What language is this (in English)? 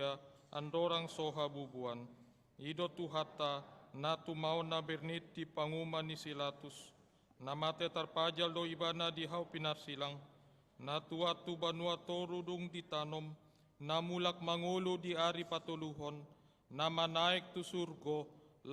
Batak Toba